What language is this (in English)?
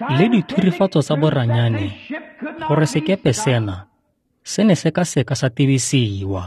Tswana